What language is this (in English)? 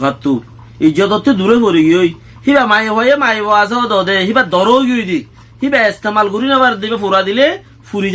Rohingya